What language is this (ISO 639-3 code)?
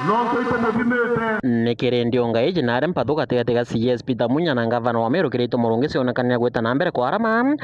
mer